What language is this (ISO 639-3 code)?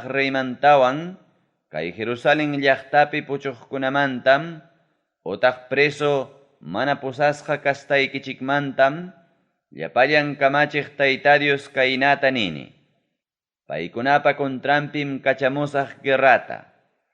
quy